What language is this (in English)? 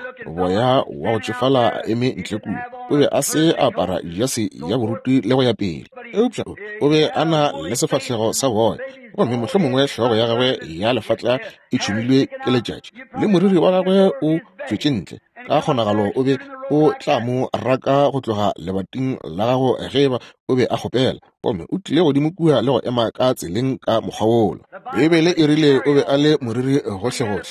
Northern Sotho